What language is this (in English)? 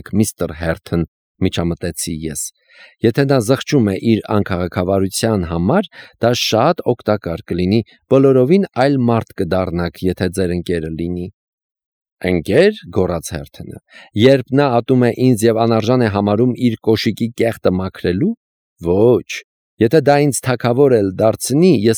Armenian